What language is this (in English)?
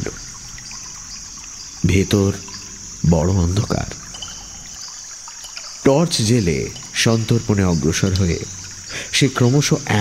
Bangla